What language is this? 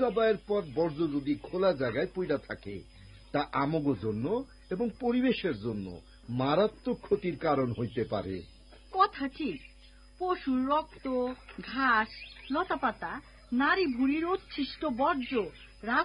Bangla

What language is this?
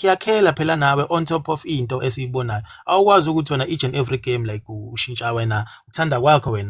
Zulu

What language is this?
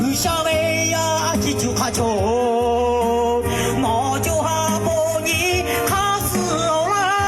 Lahu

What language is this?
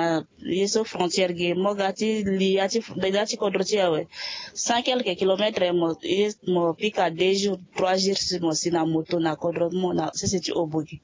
Sango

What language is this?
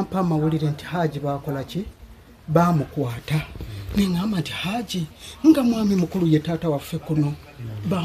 Ganda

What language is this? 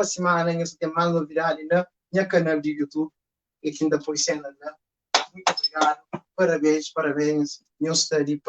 Kabuverdianu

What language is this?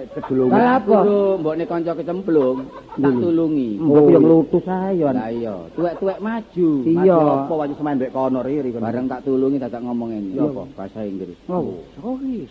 Javanese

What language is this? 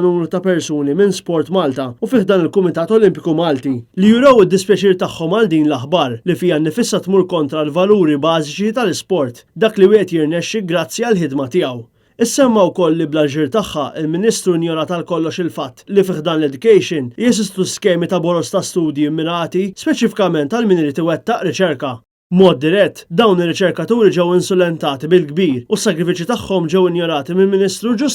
Maltese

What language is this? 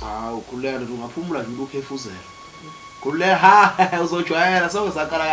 Zulu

